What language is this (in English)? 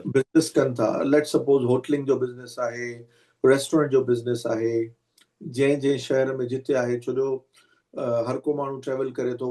Sindhi